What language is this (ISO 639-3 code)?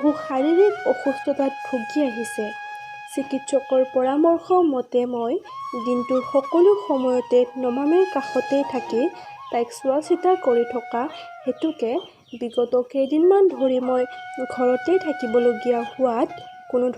asm